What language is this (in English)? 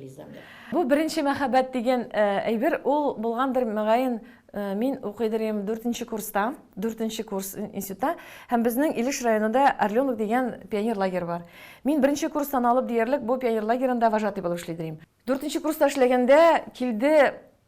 Tatar